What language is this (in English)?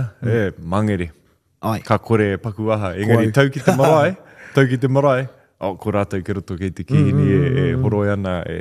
Māori